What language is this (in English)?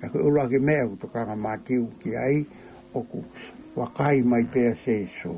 Tongan